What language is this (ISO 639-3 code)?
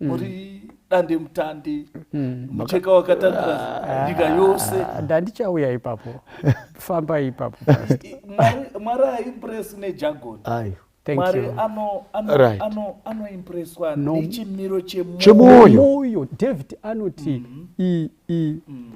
sna